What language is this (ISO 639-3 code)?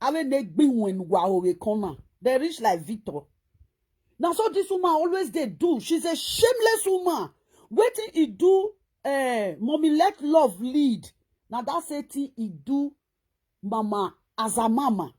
pcm